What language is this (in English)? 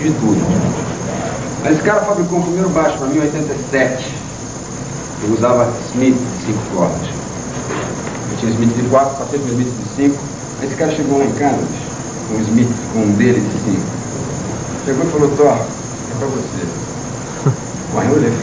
Portuguese